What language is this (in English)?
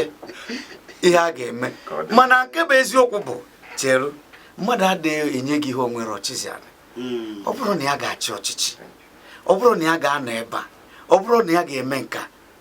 Igbo